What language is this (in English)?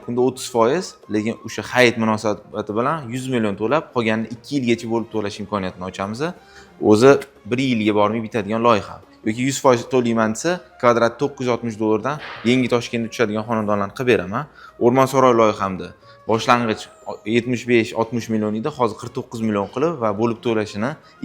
Uzbek